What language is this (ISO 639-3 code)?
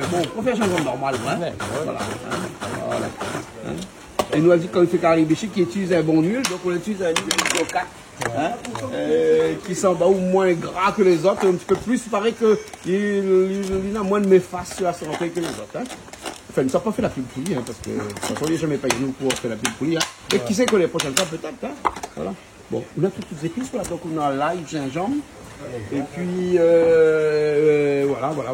rcf